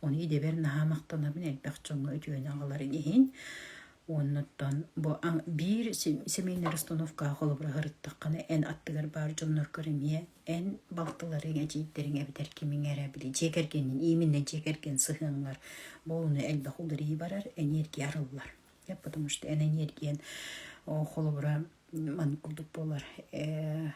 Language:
Yakut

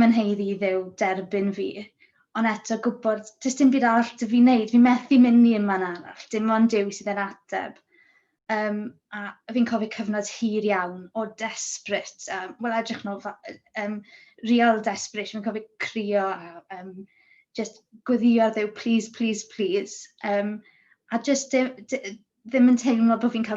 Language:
Welsh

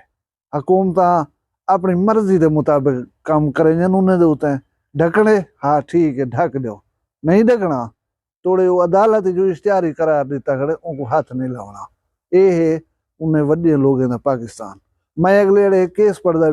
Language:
Saraiki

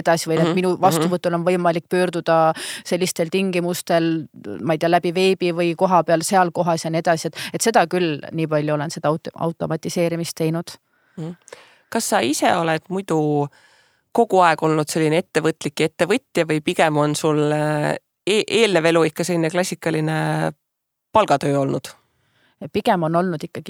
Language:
Estonian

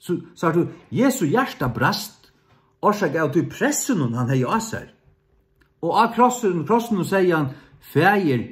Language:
Faroese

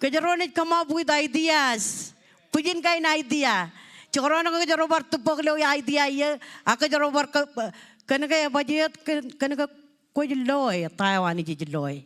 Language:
Marshallese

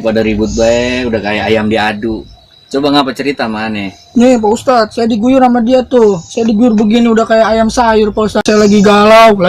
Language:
Betawi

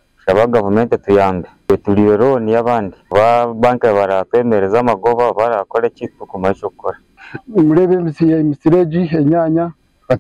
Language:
Nyankole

